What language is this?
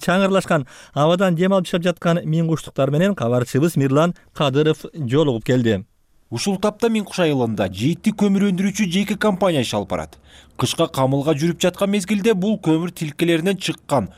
Kyrgyz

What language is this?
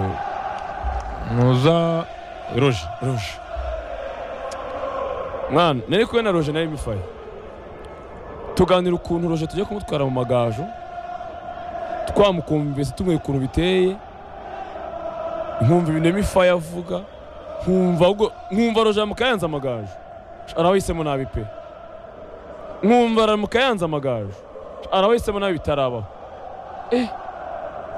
Kinyarwanda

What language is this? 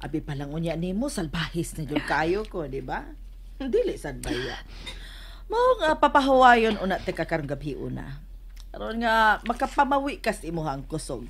Cebuano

